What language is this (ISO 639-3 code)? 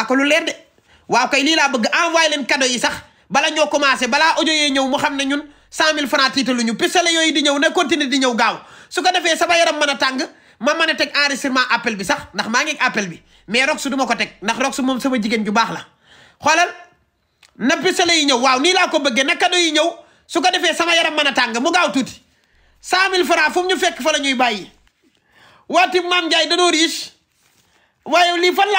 wol